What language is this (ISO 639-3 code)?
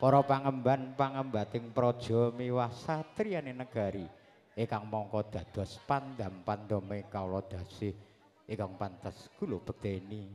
jav